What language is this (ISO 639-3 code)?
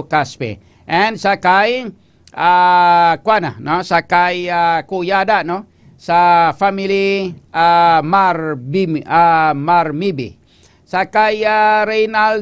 hil